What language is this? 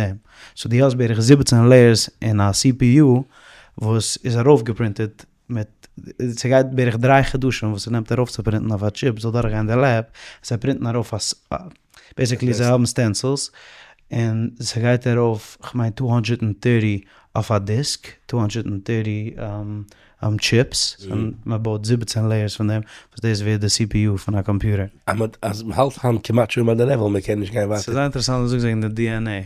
Yiddish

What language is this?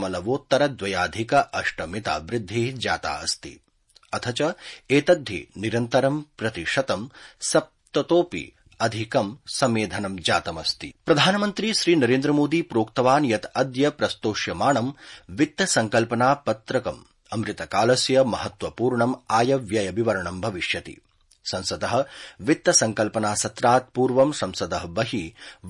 Sanskrit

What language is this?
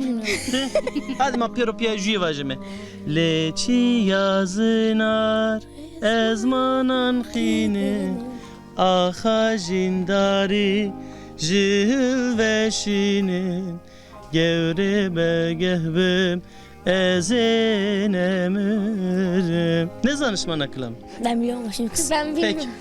Zaza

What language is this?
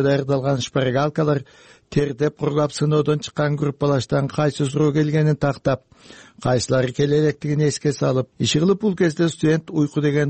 Kyrgyz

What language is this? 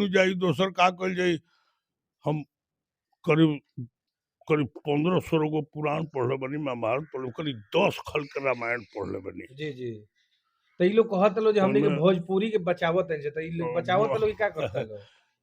Bhojpuri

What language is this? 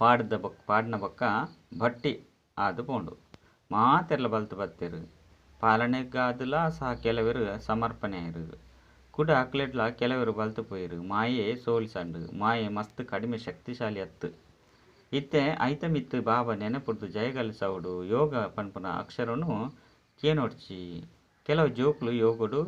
Tulu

